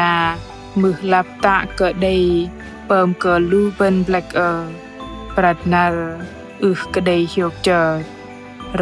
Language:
Bahnar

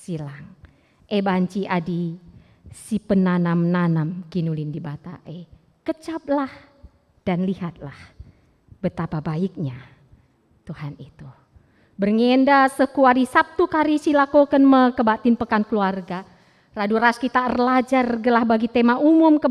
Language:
Batak Karo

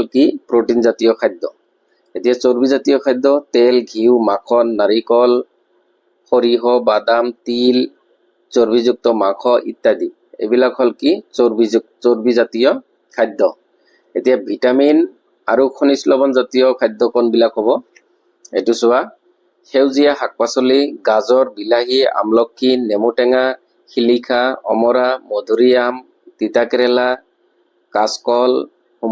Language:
Assamese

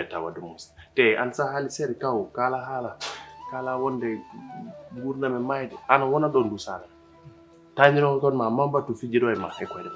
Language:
Fula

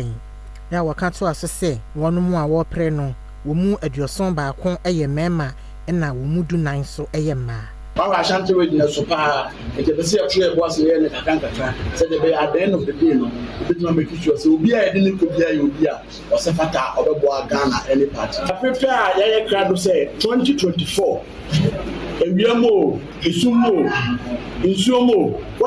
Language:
Akan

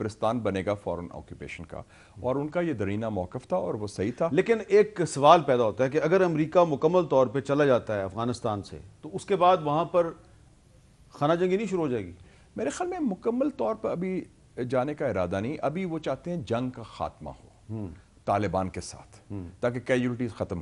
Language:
Urdu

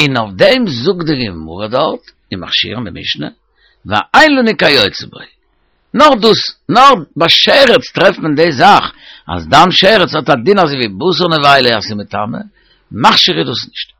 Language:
Yiddish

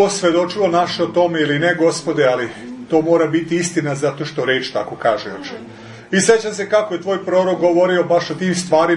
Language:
Serbian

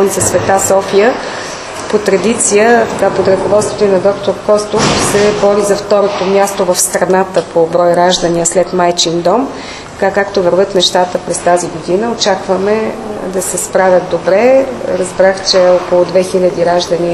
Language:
Bulgarian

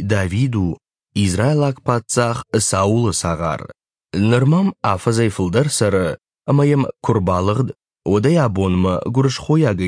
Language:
Ossetic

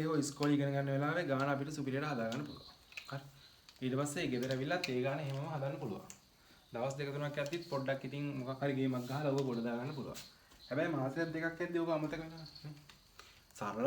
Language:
Sinhala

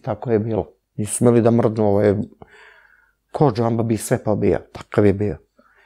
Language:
Serbian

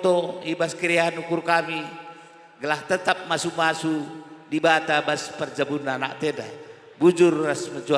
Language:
Batak Karo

